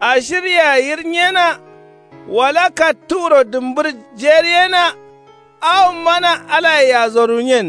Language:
Kanuri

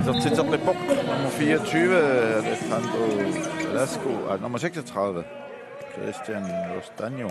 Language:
Kalaallisut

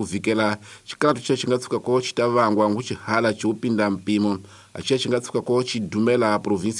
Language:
Tsonga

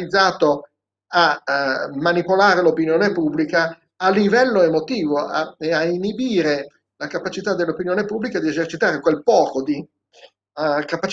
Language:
Italian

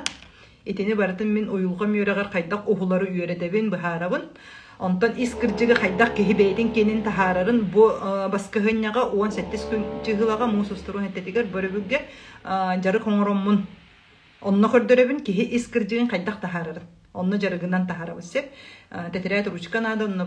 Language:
Yakut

